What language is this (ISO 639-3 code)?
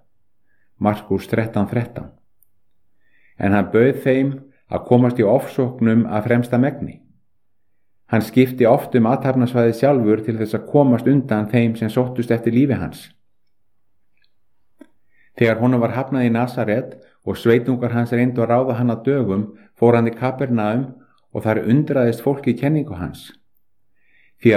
isl